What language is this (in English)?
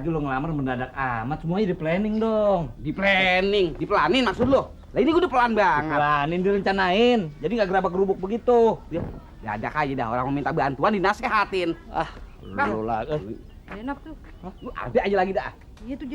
Betawi